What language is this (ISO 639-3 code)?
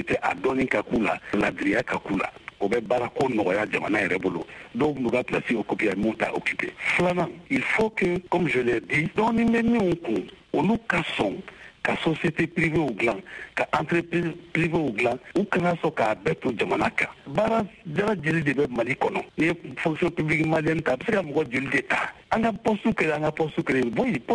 bam